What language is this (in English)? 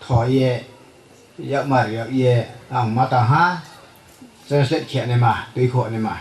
Riang (India)